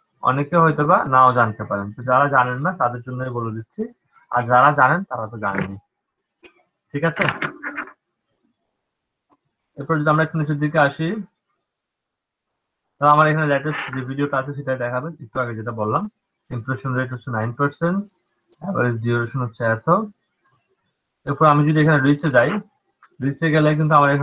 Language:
Bangla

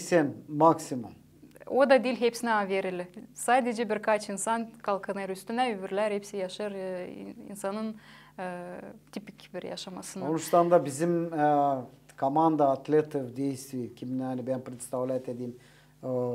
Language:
Gagauz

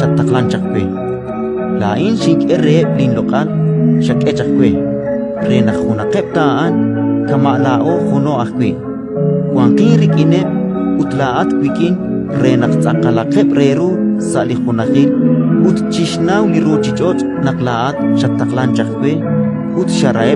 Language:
Kekchí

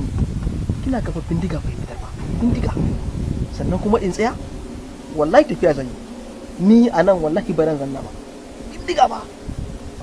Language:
Hausa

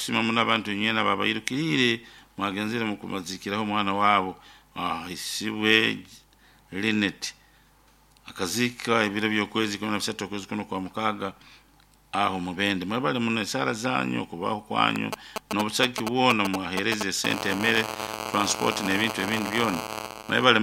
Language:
Nyoro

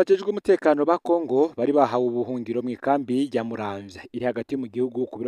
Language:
Rundi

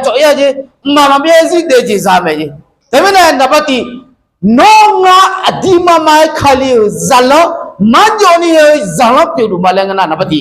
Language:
Akha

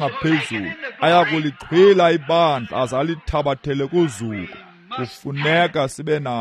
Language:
Xhosa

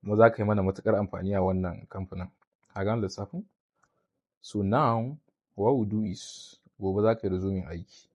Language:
Hausa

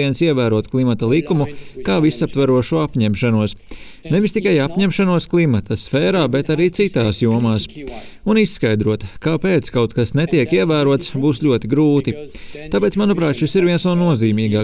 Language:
Latvian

